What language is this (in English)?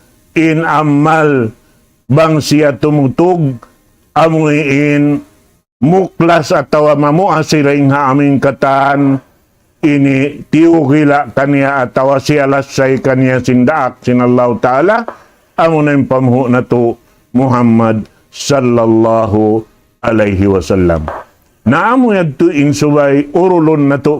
Tausug